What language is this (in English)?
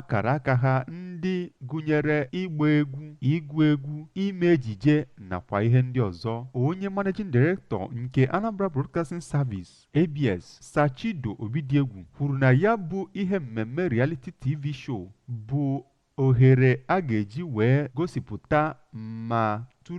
Igbo